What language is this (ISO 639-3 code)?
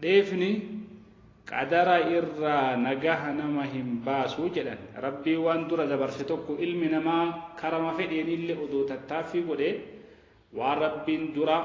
orm